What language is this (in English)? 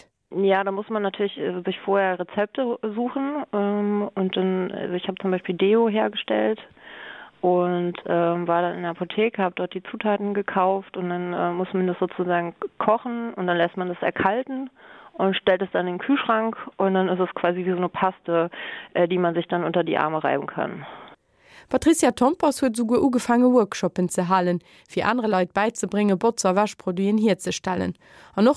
Luxembourgish